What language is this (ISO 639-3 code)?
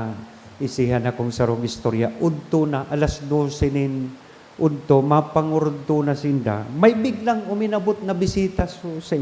bik